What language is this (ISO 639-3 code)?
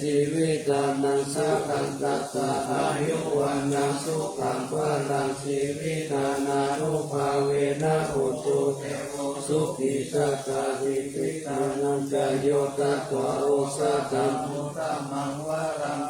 pli